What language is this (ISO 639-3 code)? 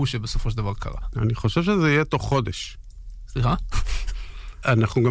heb